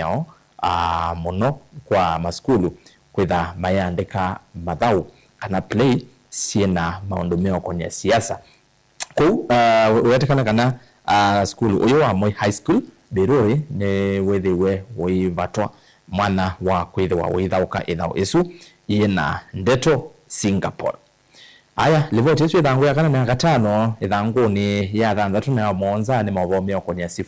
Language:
Kamba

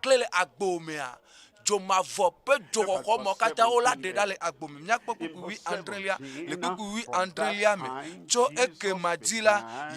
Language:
Ewe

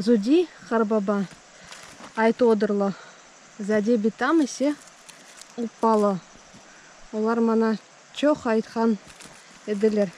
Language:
Crimean Tatar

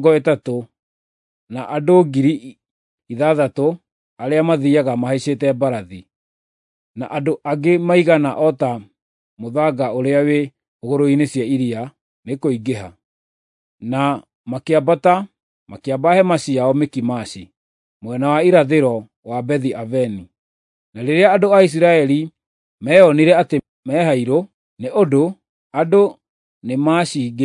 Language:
Kikuyu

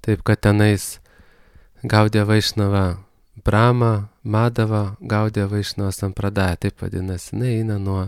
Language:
Lithuanian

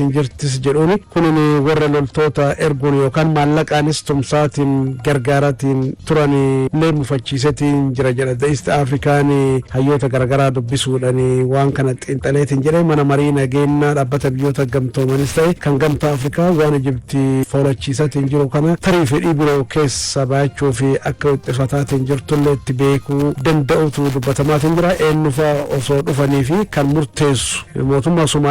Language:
Oromo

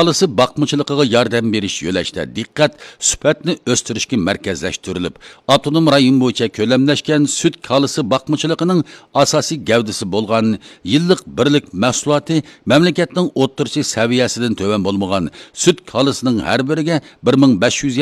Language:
Uyghur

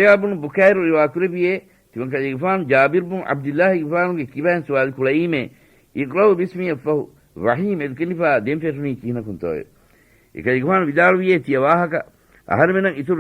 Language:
Divehi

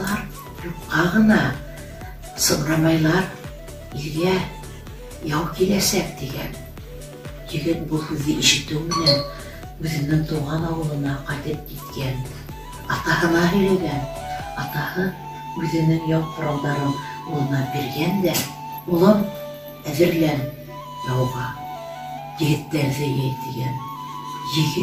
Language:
Bashkir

